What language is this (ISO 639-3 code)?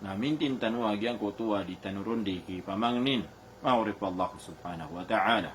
mrw